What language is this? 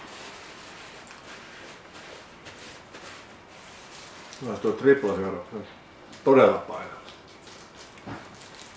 Finnish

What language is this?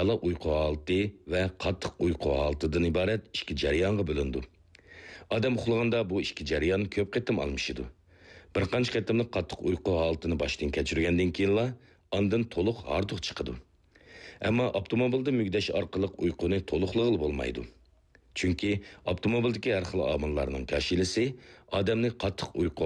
Uyghur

